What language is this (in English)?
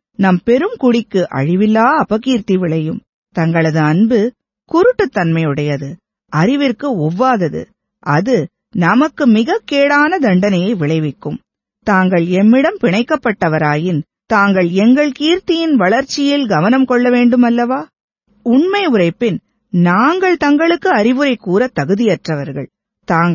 Tamil